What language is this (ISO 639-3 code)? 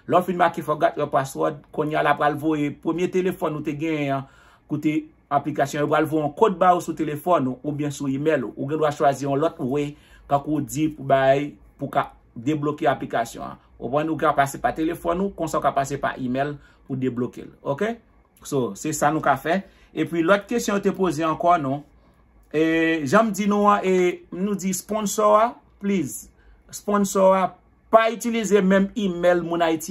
hat